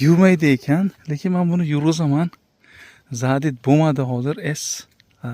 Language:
Uzbek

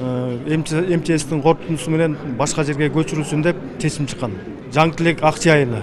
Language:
Kyrgyz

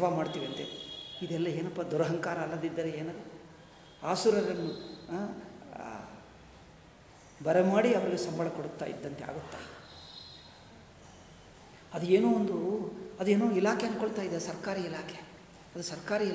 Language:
Kannada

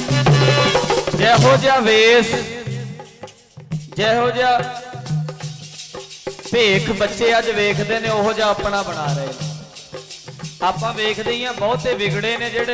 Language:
Punjabi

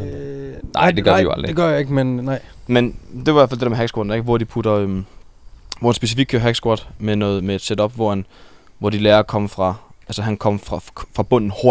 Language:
Danish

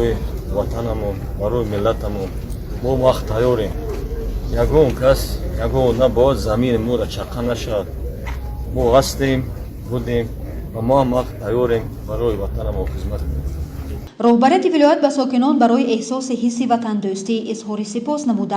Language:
Tajik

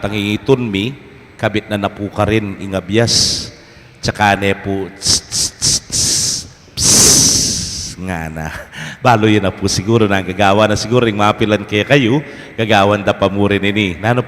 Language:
Pampanga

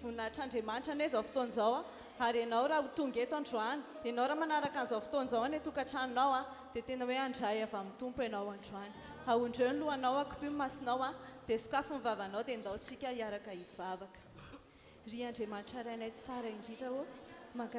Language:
Malagasy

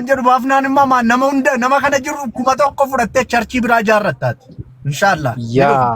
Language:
Oromo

